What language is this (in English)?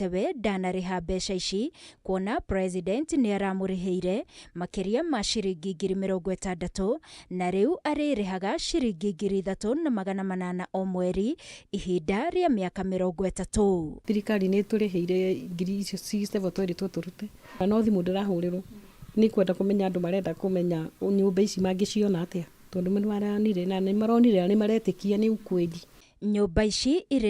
Kikuyu